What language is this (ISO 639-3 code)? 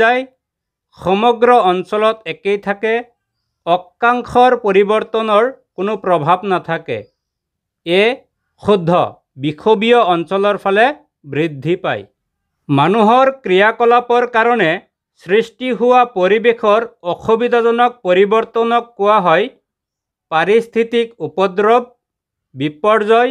asm